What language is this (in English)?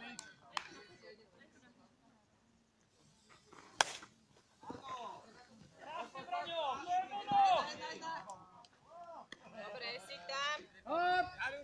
Czech